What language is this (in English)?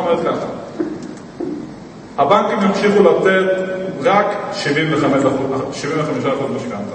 Hebrew